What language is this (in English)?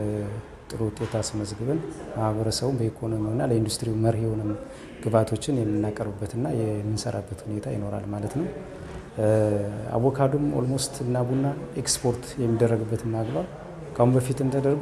Amharic